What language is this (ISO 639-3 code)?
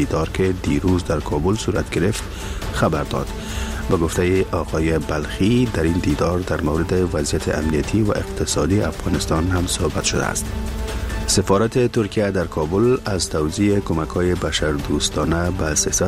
fas